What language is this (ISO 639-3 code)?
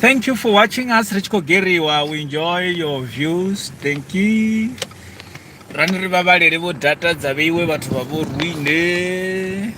ven